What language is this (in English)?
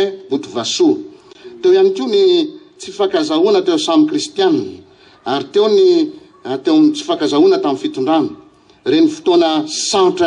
Malagasy